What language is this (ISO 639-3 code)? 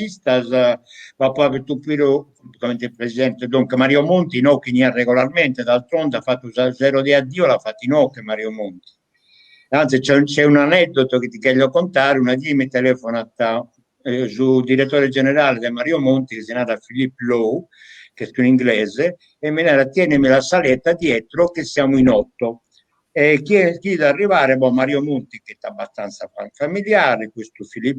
srd